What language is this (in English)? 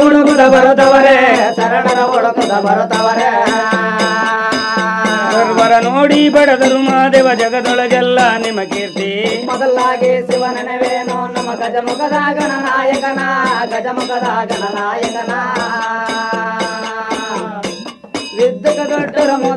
Kannada